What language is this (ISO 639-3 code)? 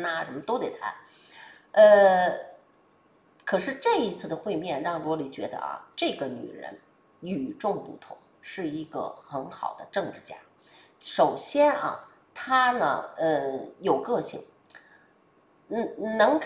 zho